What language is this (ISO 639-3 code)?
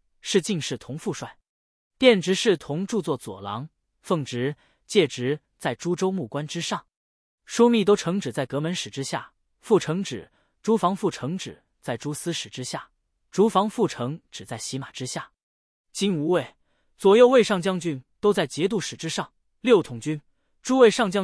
zho